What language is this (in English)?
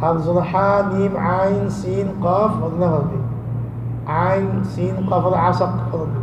Rohingya